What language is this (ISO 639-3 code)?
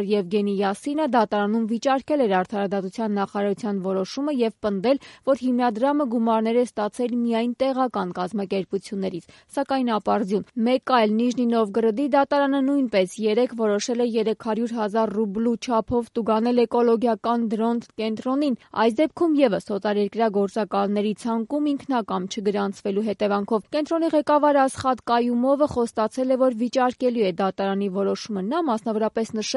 hye